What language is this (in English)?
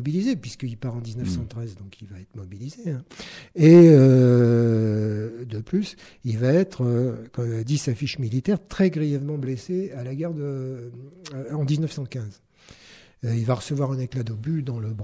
French